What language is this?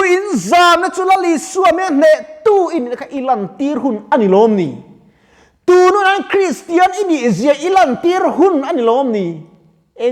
Mizo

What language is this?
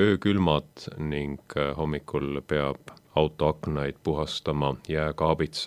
Estonian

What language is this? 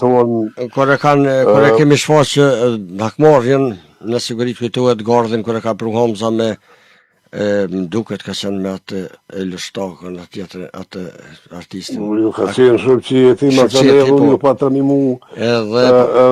Albanian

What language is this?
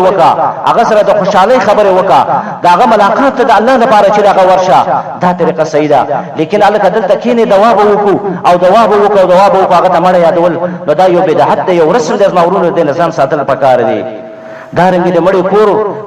Pashto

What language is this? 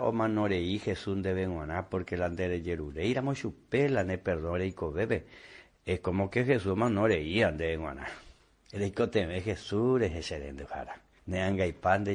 Guarani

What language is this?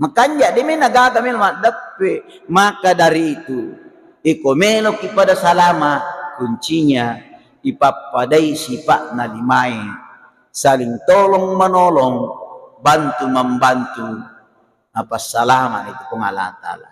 Buginese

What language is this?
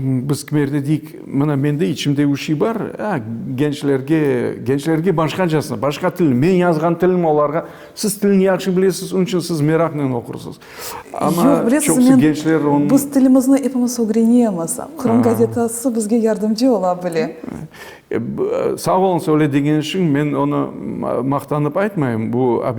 Crimean Tatar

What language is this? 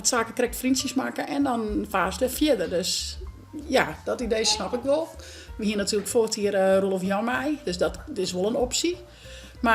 Western Frisian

